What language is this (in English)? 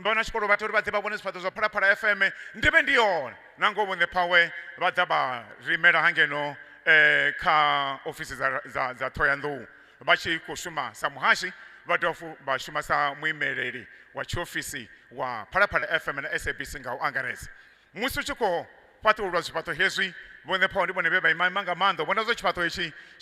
Venda